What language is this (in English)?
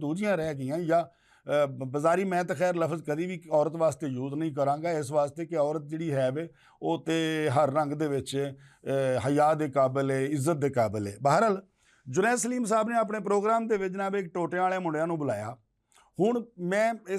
Western Panjabi